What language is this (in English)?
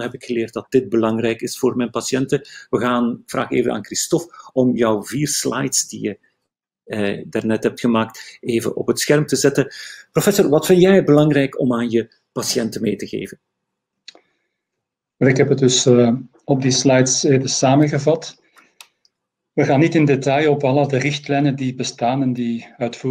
Dutch